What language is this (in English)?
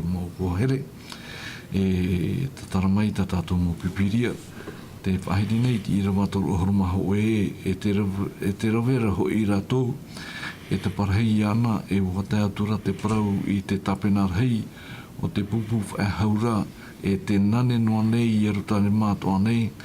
Tahitian